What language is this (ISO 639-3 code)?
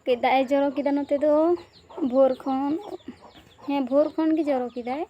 sat